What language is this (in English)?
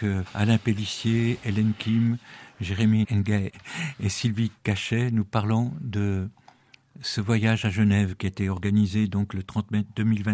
French